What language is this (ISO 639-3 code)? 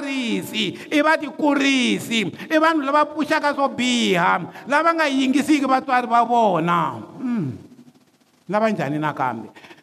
tso